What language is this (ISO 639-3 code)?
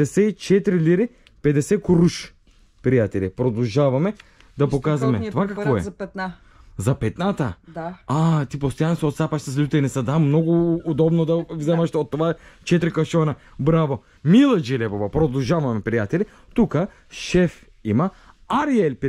bul